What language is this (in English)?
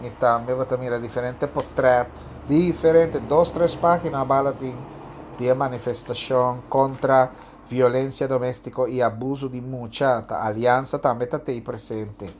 Papiamento